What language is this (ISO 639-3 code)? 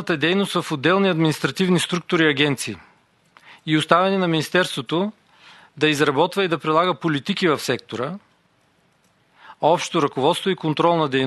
bul